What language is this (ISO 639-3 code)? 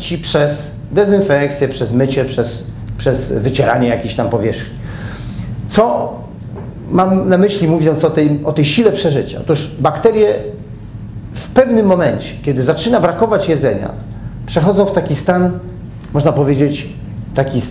pol